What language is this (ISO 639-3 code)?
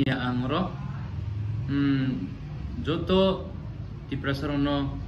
trp